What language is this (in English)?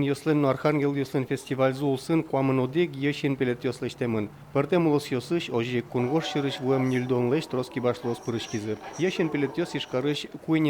Udmurt